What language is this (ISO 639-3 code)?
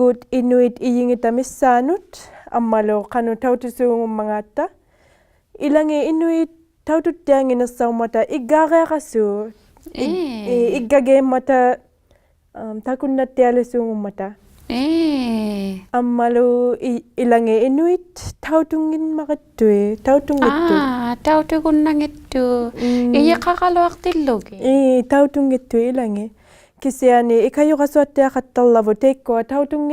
iku